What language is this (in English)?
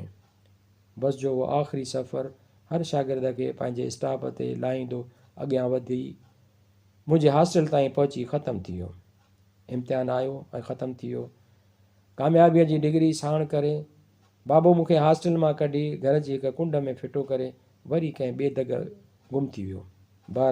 Sindhi